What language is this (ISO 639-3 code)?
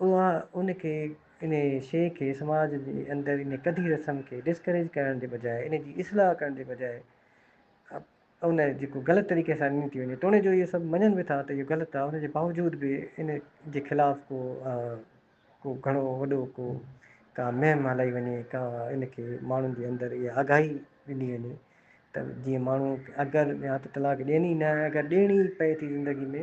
snd